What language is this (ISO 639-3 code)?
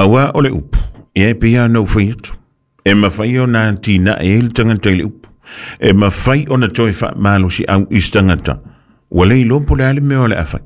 smo